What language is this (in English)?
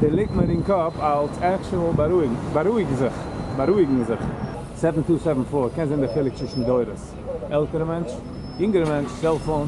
Yiddish